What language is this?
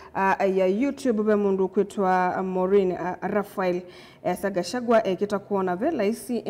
Kamba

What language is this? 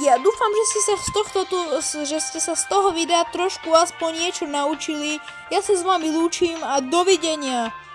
Slovak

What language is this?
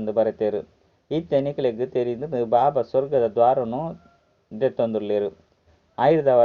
Tulu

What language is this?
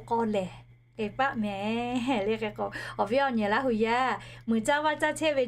Lahu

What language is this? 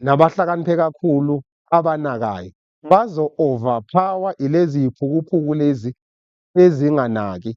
Zulu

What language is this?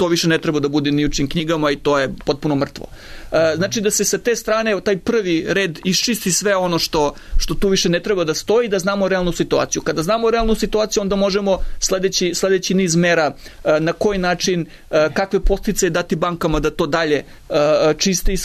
Serbian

